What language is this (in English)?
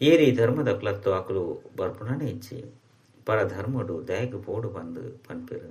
Tulu